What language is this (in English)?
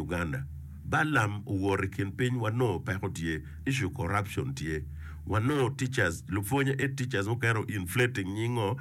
Acoli